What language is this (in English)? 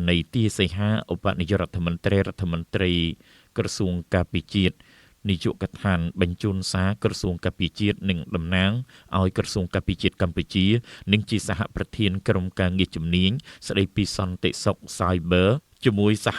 Khmer